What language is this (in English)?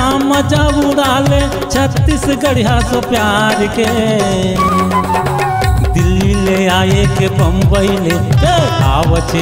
Chhattisgarhi